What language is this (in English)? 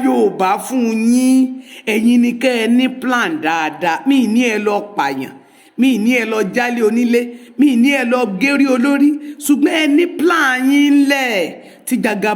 Yoruba